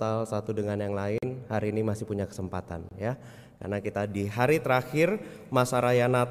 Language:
Indonesian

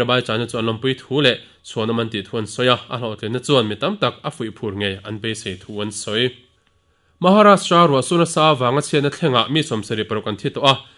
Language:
Mizo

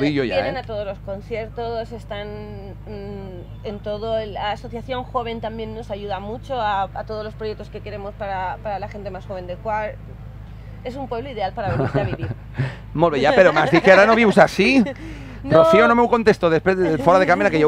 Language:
Catalan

